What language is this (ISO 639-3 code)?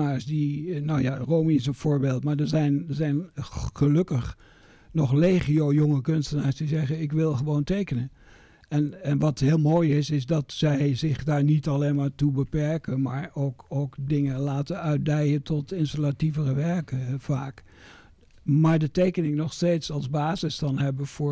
nld